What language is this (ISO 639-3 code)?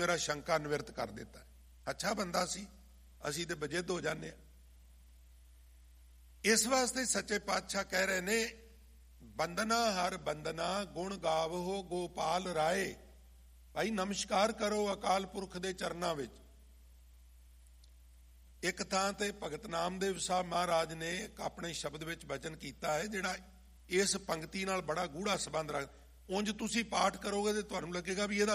pan